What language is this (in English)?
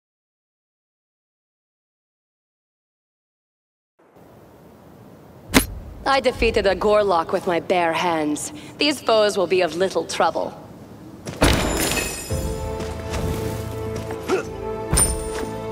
English